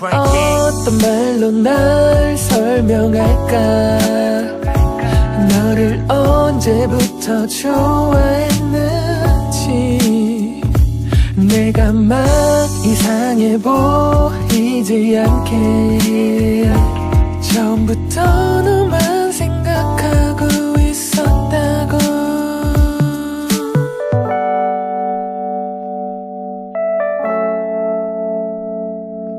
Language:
Korean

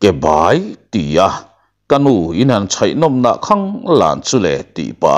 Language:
Mizo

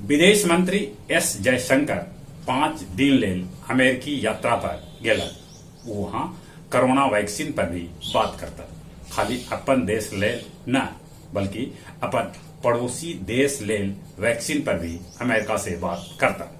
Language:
Magahi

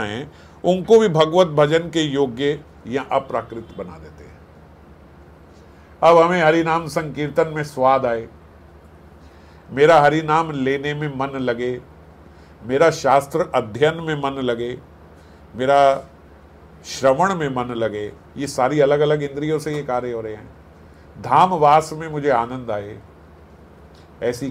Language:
Hindi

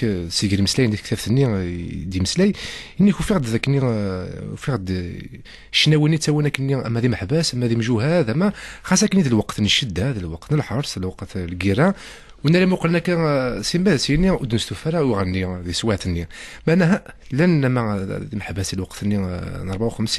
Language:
Kabyle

